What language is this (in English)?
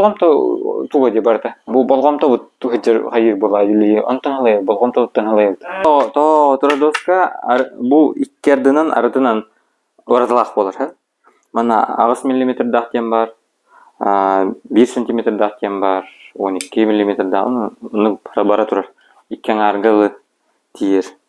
Yakut